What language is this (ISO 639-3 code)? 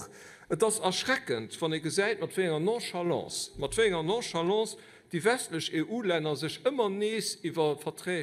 ltz